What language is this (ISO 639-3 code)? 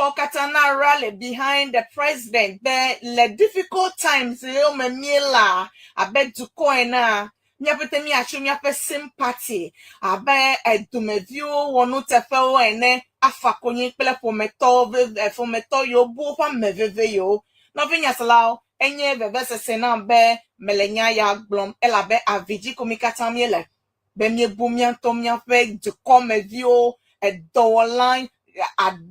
ewe